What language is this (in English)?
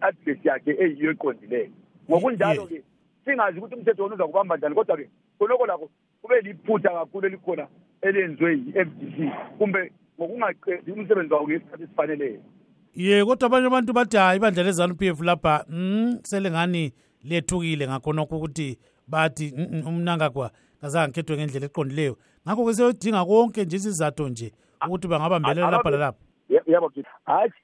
North Ndebele